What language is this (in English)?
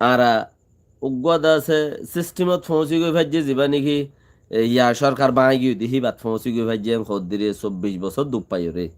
Rohingya